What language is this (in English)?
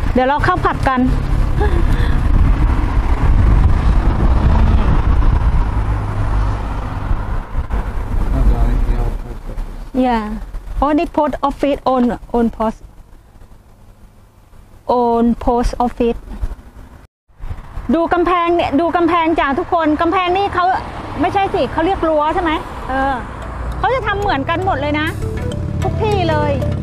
Thai